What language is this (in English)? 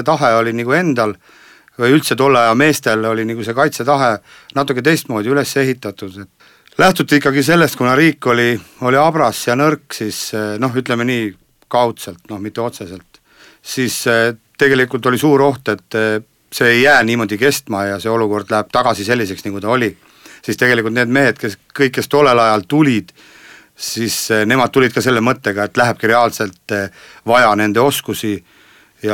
Estonian